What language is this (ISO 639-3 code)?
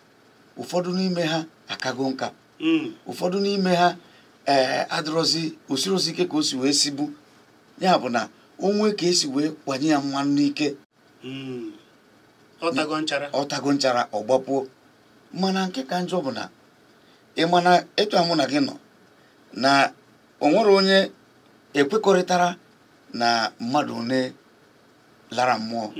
ibo